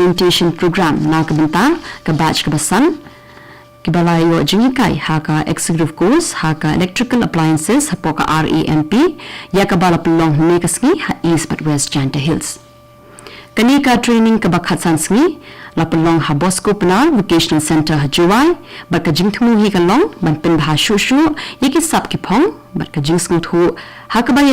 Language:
Khasi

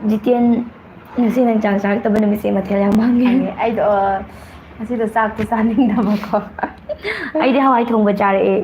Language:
Manipuri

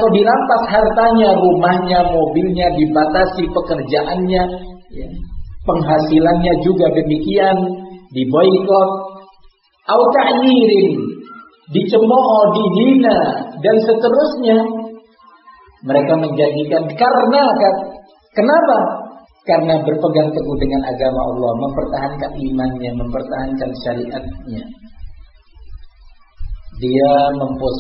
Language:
Indonesian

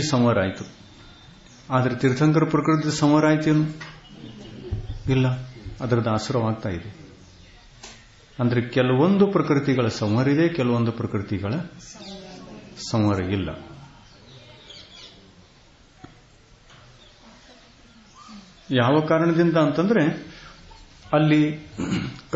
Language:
Kannada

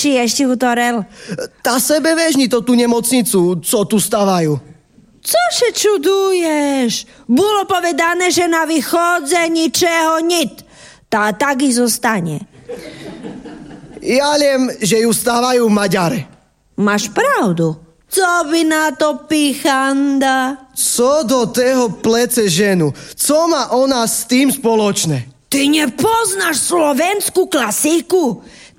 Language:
Slovak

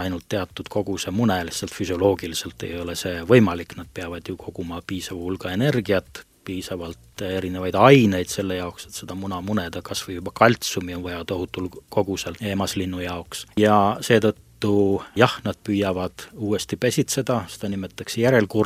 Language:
Estonian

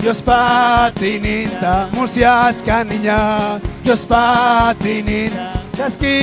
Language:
Ayacucho Quechua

